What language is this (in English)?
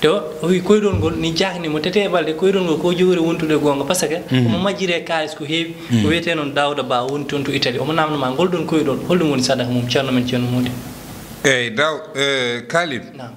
Fula